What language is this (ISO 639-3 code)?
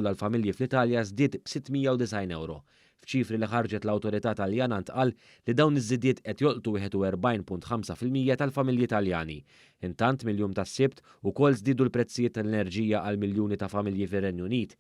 mlt